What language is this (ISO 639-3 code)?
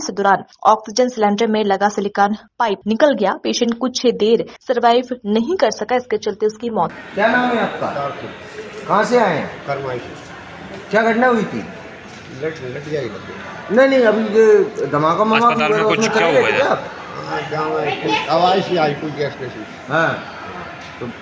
hin